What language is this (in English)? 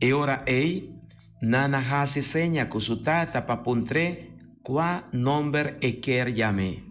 Papiamento